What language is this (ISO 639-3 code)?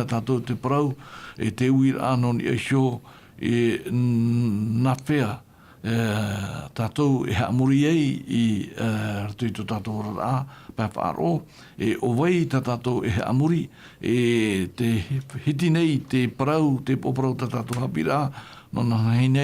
tah